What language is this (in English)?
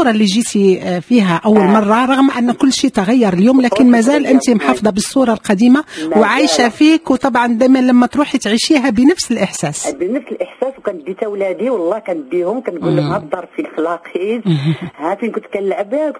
Moroccan Arabic